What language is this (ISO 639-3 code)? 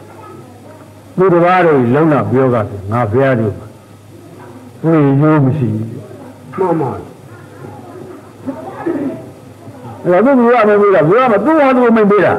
mya